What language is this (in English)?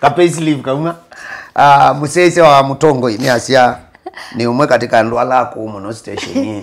Kamba